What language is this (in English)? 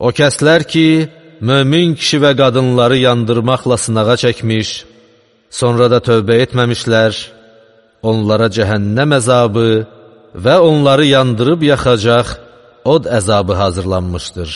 Azerbaijani